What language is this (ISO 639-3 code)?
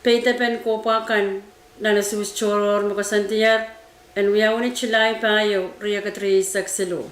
pon